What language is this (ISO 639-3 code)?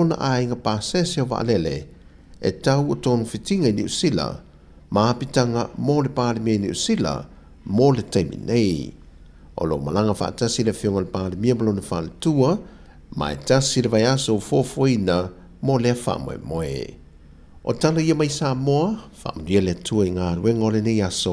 smo